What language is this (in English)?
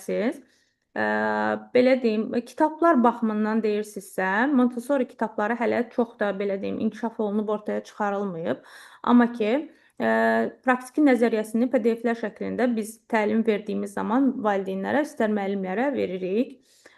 Azerbaijani